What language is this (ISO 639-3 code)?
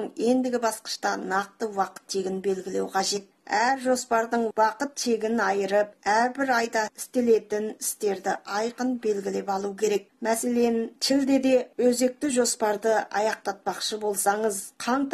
kaz